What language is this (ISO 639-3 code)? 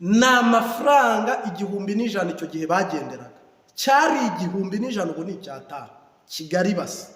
kin